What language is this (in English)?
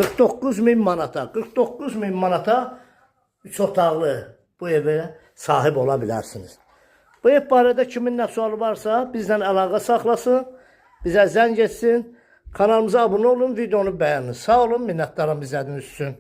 Azerbaijani